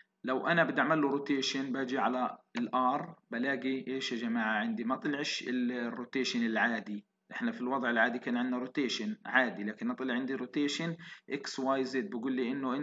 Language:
South Levantine Arabic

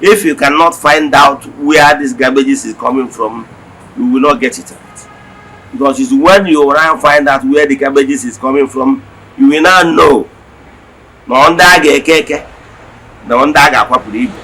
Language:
Igbo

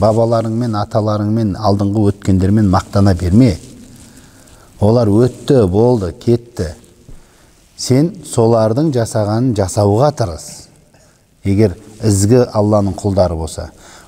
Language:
Kazakh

